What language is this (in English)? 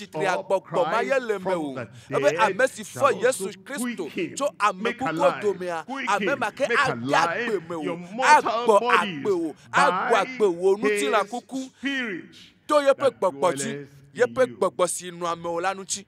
Ewe